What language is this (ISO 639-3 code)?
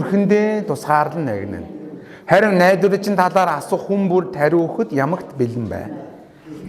mon